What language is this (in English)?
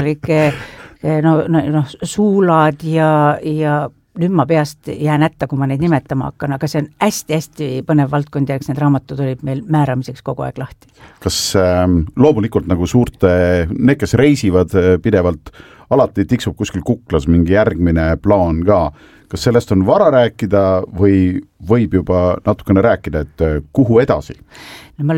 Estonian